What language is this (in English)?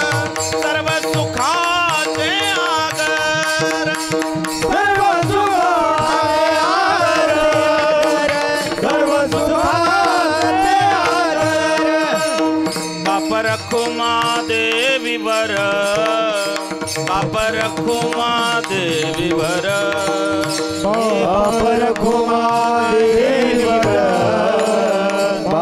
Marathi